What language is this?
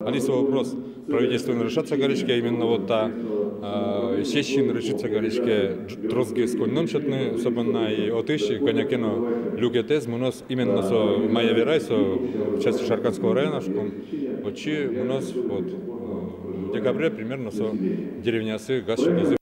Udmurt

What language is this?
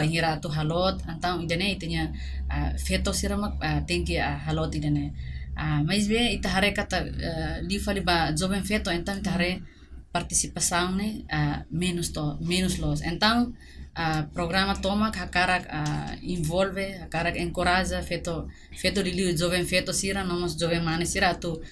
Tetum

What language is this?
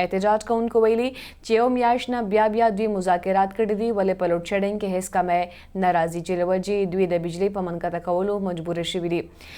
Pashto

